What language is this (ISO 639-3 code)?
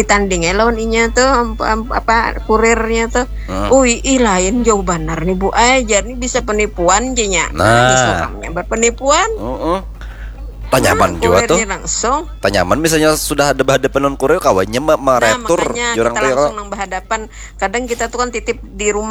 bjn